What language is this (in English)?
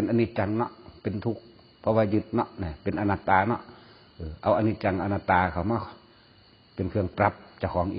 Northeastern Thai